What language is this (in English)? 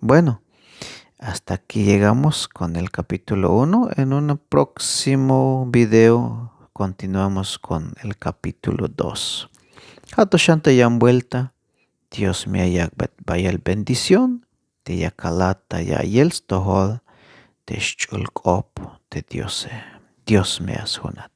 Tzeltal